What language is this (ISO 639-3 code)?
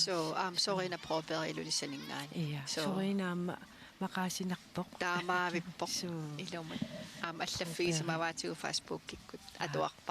kal